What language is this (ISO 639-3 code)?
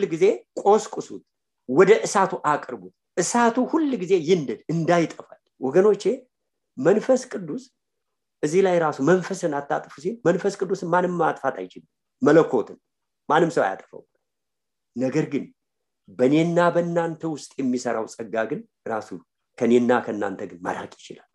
amh